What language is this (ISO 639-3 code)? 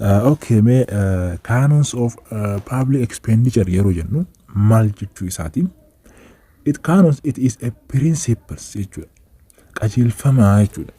orm